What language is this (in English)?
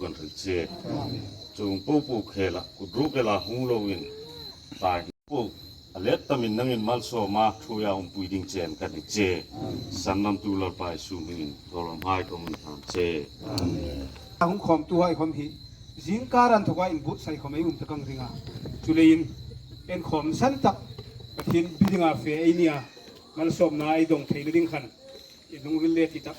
Hmar